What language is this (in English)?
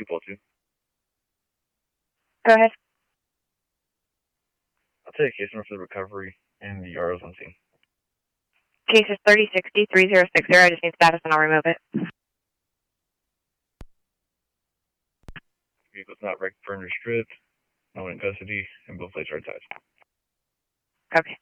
English